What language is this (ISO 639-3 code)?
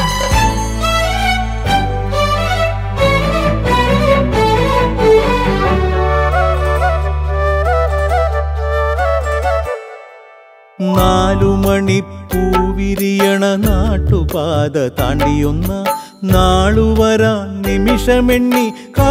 mal